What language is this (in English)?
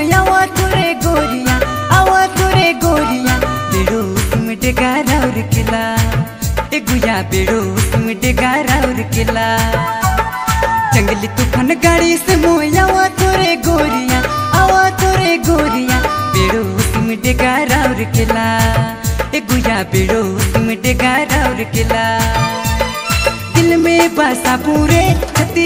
Sadri